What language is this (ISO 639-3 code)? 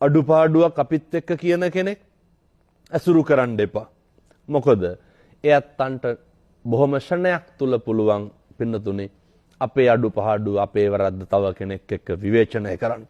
sin